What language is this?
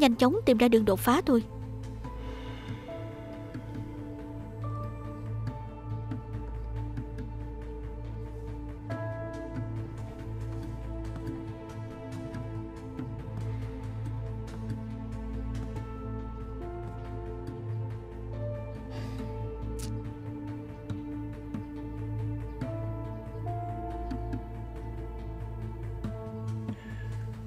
Vietnamese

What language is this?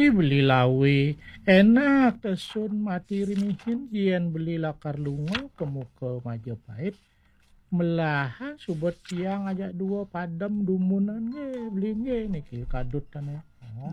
Balinese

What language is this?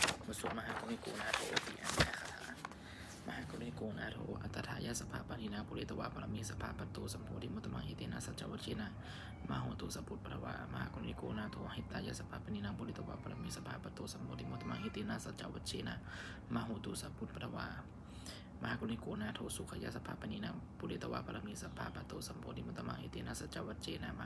Pali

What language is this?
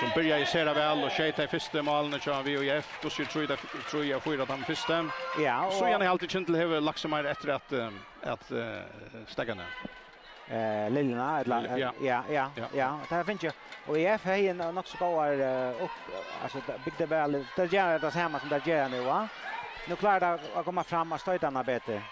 Faroese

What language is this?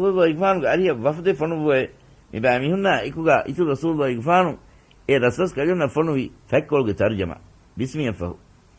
Divehi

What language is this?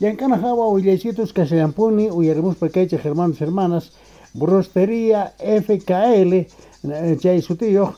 South Bolivian Quechua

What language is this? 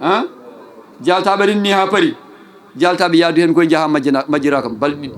Fula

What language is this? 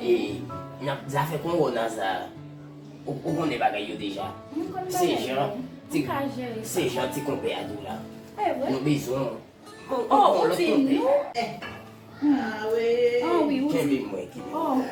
Haitian Creole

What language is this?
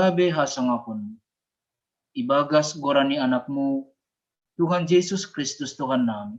Batak Simalungun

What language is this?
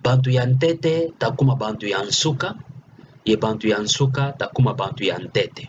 Kituba (Democratic Republic of Congo)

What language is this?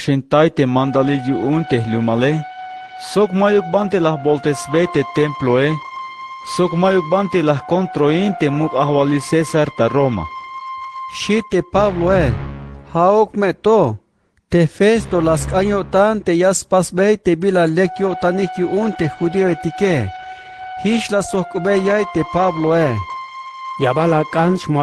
Tzeltal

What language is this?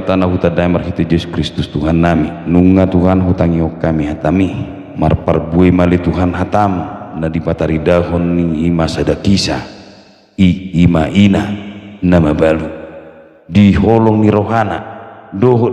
Batak Toba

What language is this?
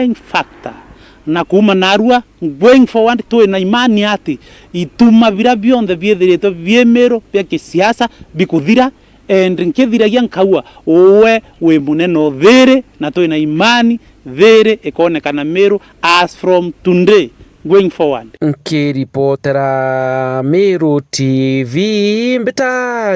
Meru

